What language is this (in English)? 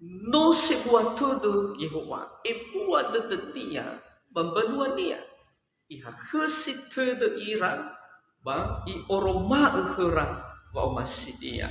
Nias